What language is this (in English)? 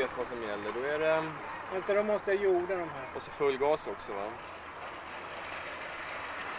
Swedish